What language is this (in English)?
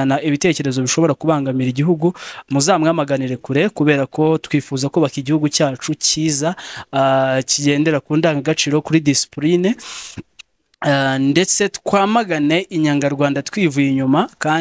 Kinyarwanda